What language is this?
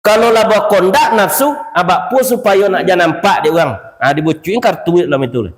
Minangkabau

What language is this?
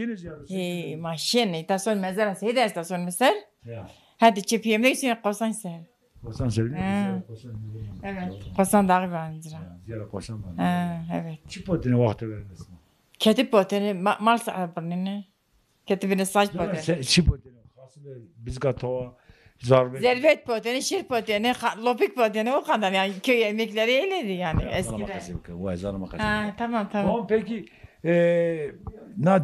Zaza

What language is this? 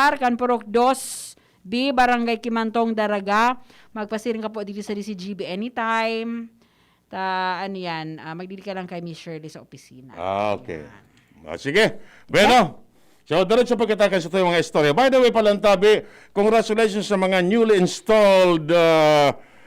Bikol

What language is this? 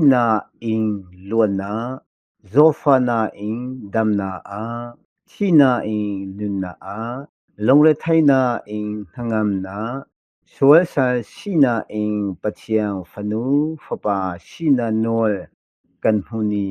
Hakha Chin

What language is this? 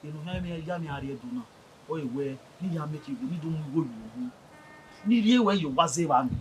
Bini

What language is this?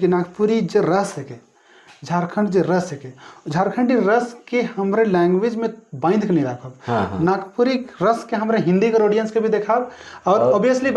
Sadri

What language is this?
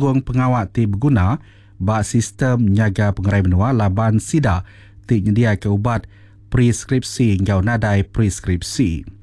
Iban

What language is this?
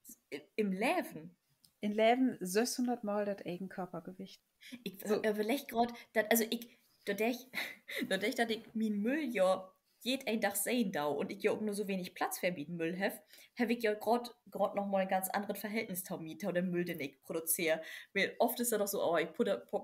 Low German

